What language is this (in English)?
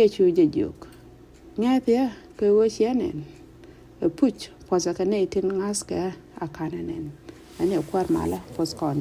Nuer